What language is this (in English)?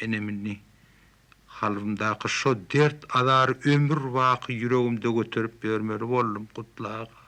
Turkmen